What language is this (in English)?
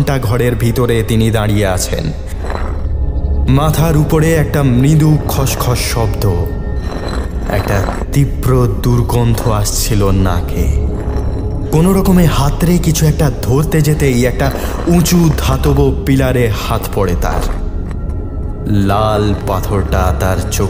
Bangla